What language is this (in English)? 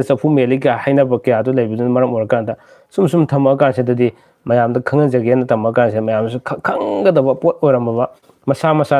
Manipuri